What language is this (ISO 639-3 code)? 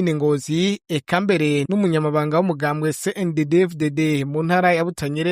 run